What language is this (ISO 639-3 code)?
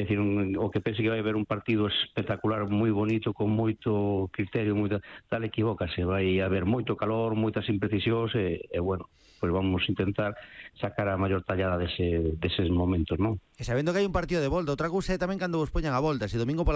glg